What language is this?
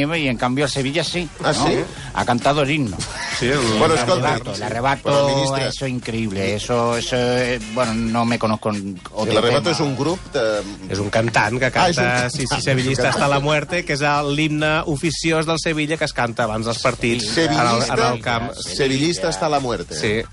Catalan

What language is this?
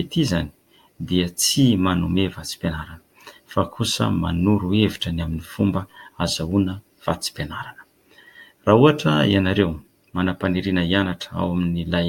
Malagasy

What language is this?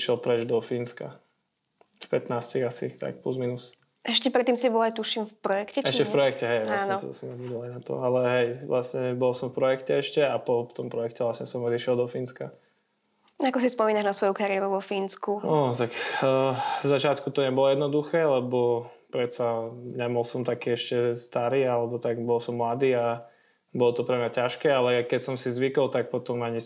Slovak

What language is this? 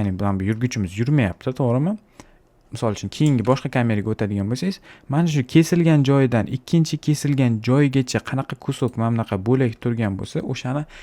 Uzbek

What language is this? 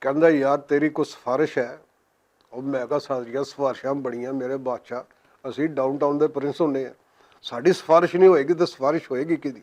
Western Panjabi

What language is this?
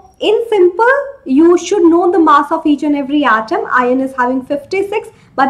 English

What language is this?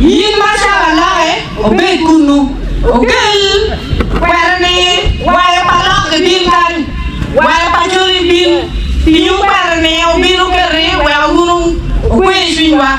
Acoli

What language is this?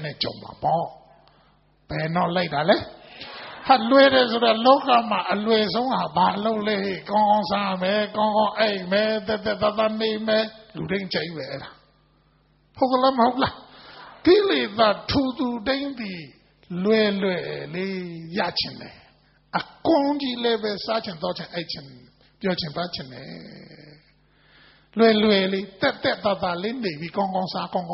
Burmese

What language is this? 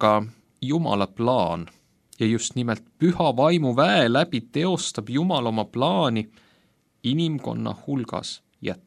Estonian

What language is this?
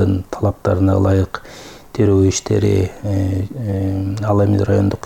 Kyrgyz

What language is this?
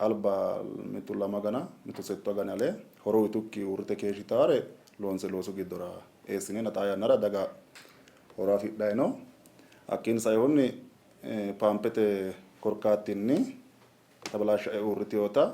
Sidamo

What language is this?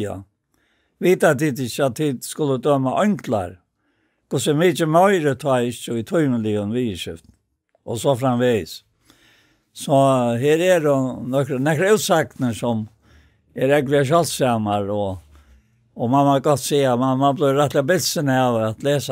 Faroese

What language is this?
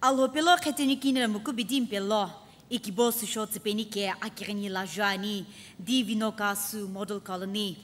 Sumi Naga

